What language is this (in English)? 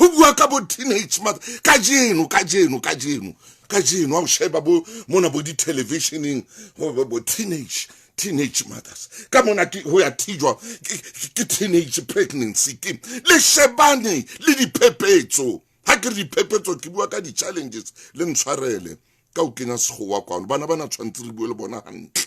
Southern Sotho